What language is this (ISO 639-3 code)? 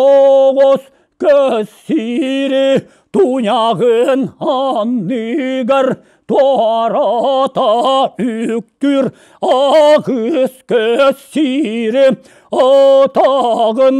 sah